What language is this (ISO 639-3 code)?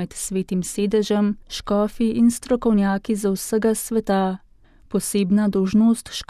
slv